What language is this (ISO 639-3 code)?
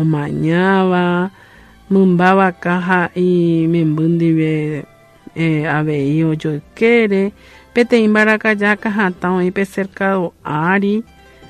grn